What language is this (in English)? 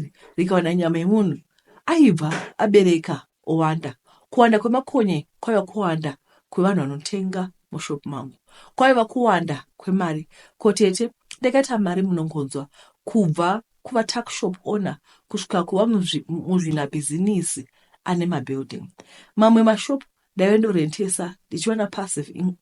Shona